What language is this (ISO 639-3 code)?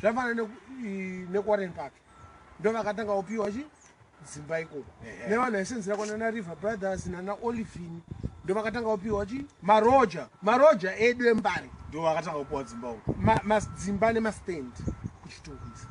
sna